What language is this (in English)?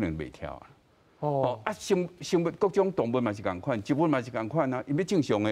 Min Nan Chinese